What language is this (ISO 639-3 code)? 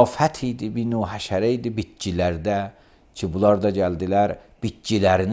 aze